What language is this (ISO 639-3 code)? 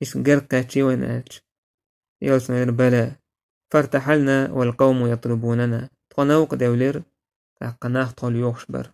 che